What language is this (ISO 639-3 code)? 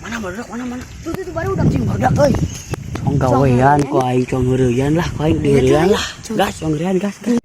sun